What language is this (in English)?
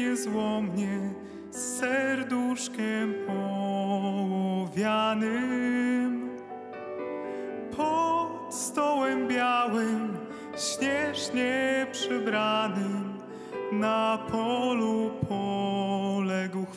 Polish